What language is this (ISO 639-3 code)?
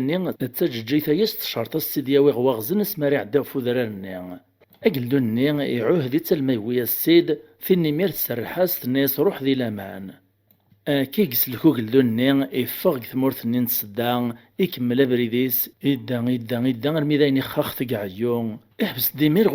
kab